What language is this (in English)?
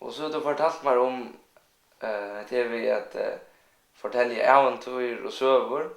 Faroese